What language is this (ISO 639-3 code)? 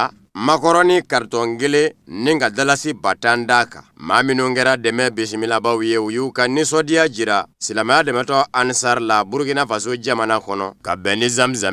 bam